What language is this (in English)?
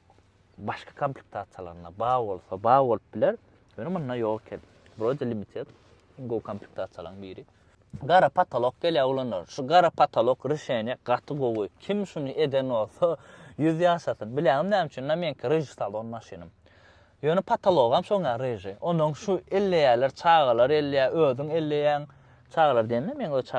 Turkmen